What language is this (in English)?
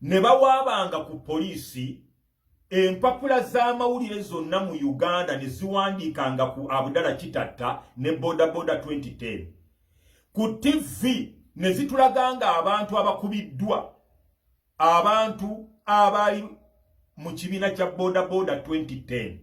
Ganda